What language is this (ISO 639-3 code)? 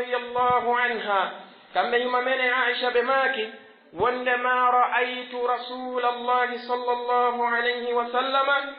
fuf